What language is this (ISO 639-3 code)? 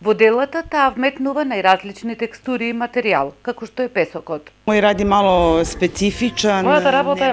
mkd